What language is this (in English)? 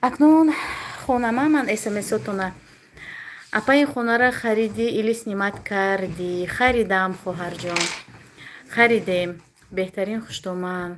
Tajik